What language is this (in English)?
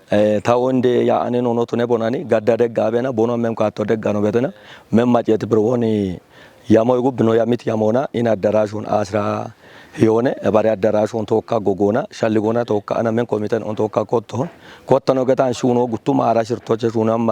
Kafa